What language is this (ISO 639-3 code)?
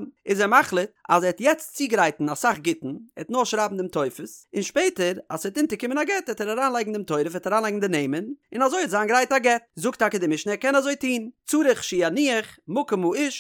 yid